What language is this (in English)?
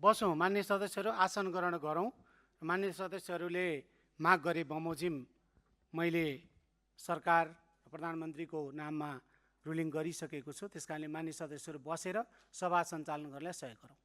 Nepali